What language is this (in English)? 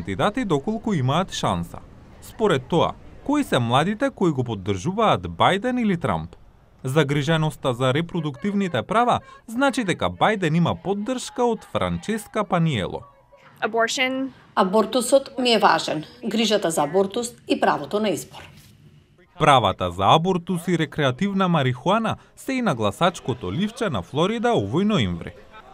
Macedonian